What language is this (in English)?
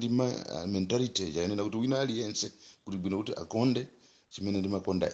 Nyanja